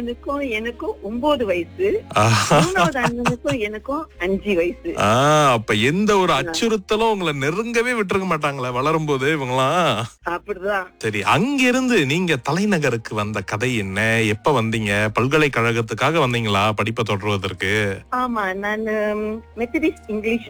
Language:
Tamil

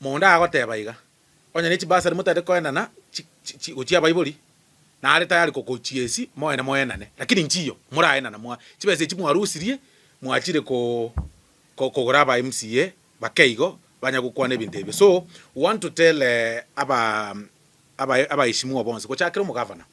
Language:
Gusii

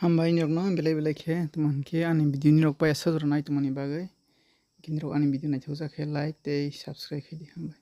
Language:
Kok Borok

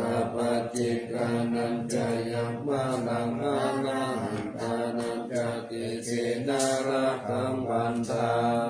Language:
Pali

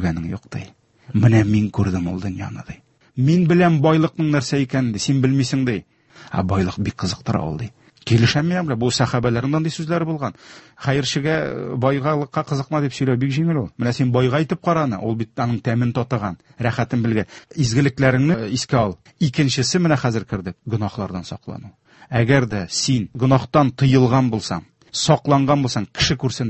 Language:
Tatar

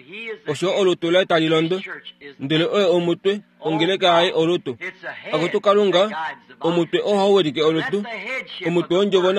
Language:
Kuanyama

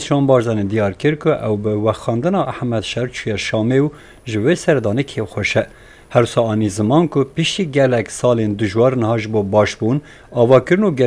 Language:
Kurdish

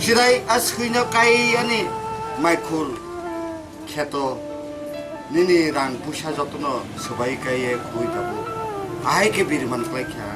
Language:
Kok Borok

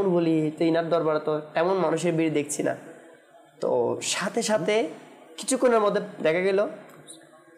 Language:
Bangla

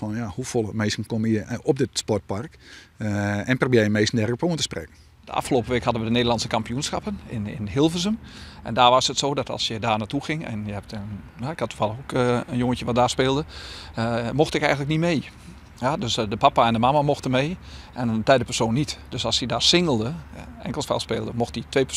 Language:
Western Frisian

